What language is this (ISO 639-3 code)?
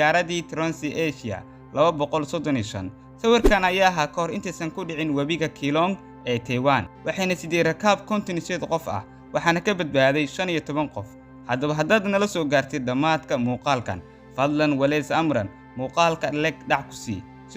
som